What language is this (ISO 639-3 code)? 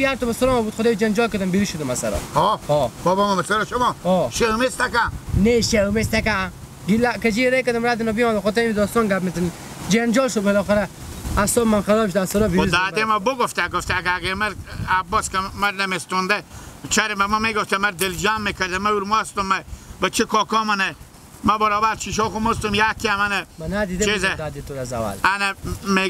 fas